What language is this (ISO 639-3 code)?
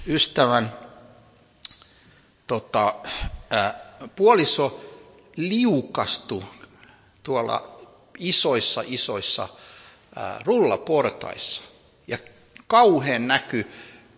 fin